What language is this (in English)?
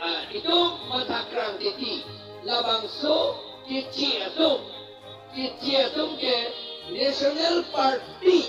Karbi